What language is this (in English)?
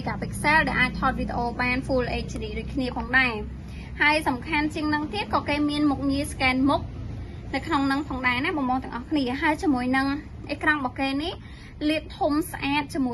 Khmer